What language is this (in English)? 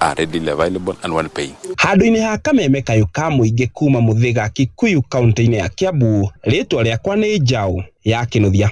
Kikuyu